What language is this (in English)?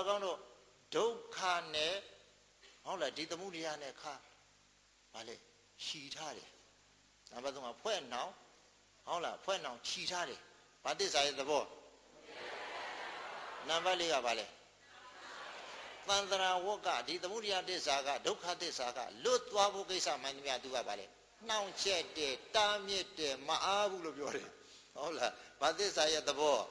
Burmese